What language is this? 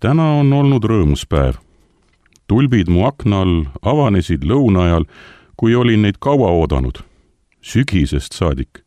Estonian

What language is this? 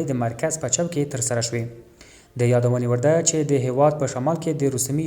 Pashto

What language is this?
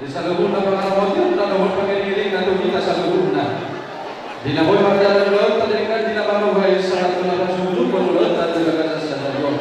Batak Toba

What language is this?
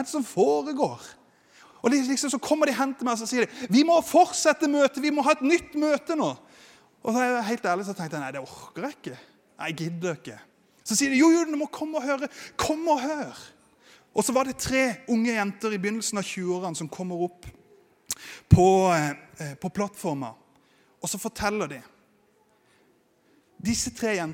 Norwegian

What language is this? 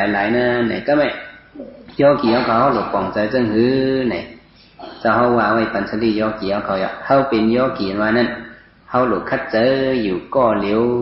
Shan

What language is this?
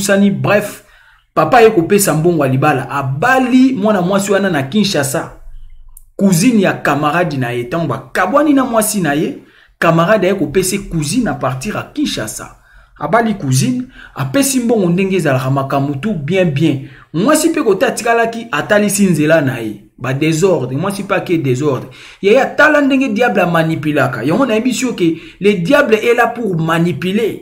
Lingala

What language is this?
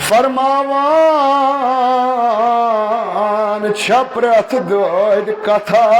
Kashmiri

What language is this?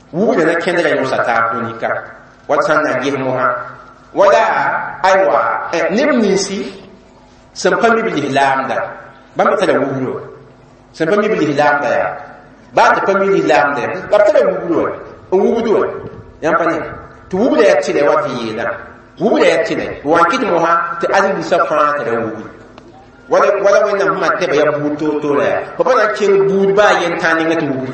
Mossi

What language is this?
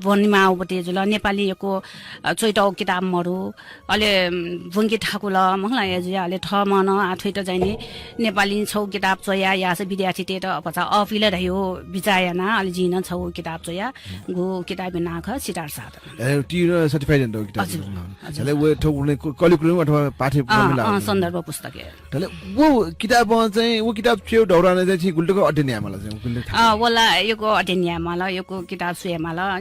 Newari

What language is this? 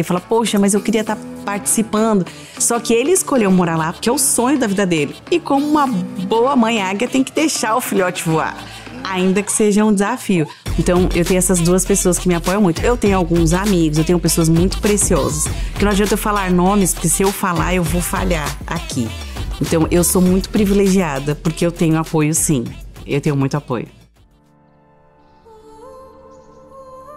Portuguese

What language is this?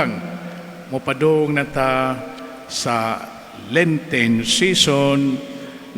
Cebuano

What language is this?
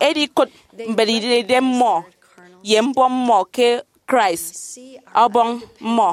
Efik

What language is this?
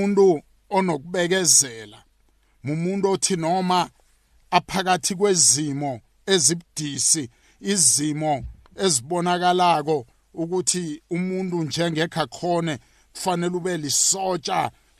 South Ndebele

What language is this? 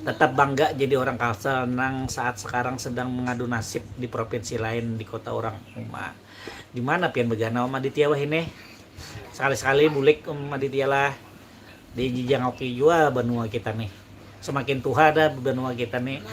Banjar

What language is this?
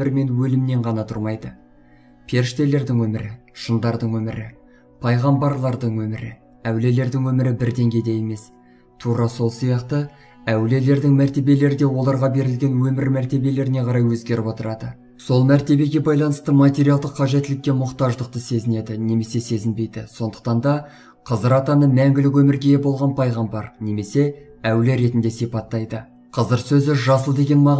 Kazakh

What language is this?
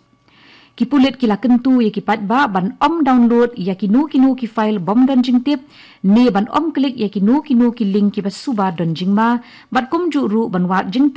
Khasi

